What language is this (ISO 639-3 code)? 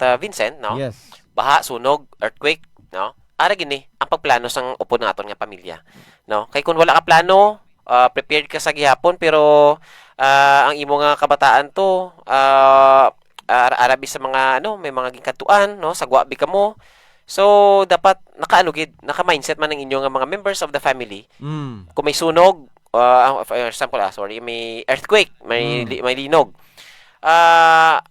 hil